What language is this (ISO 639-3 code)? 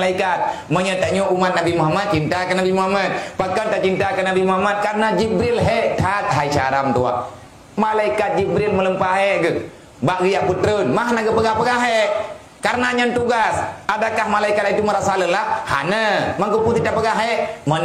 ace